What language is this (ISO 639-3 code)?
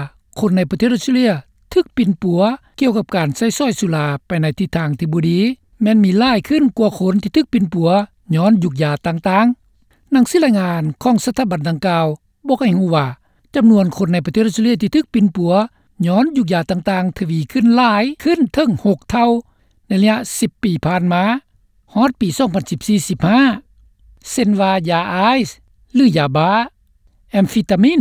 lao